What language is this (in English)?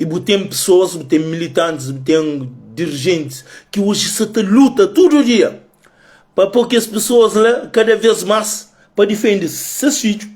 Kabuverdianu